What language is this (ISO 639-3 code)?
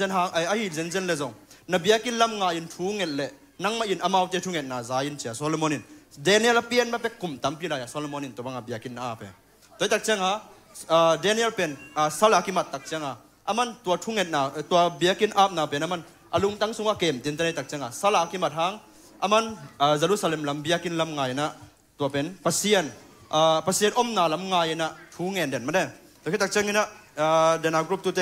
ctd